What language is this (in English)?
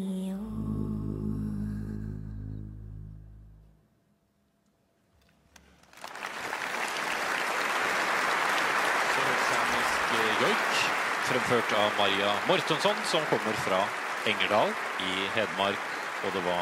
Norwegian